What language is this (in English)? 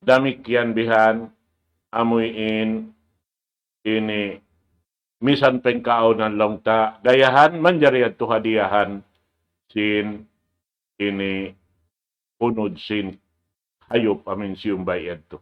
Tausug